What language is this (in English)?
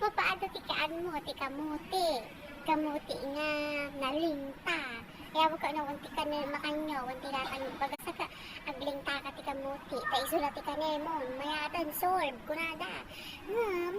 Iloko